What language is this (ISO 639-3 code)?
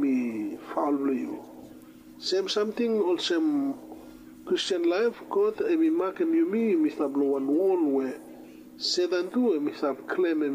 bis